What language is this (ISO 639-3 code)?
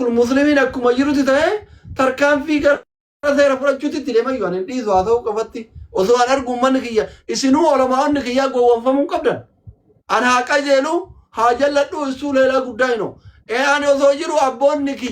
orm